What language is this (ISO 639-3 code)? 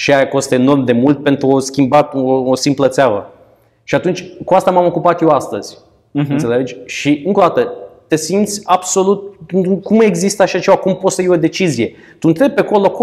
ron